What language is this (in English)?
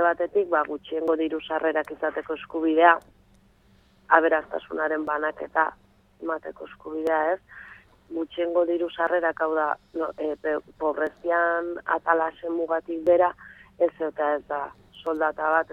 Basque